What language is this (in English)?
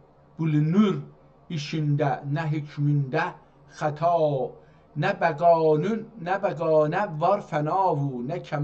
South Azerbaijani